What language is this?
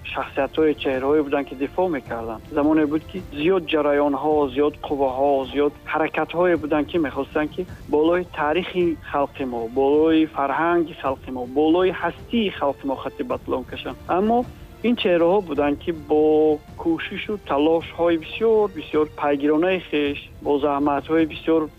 Tajik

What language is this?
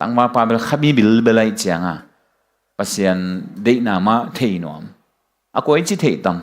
Tedim Chin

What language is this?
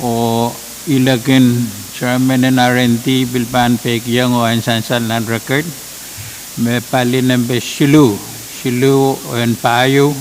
Pohnpeian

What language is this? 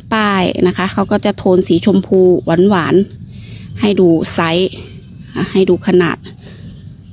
Thai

